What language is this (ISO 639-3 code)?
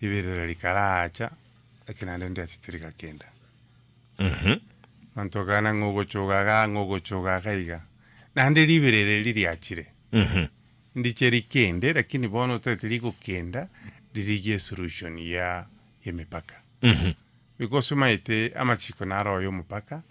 guz